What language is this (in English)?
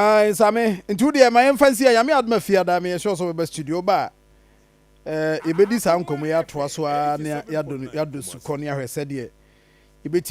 Akan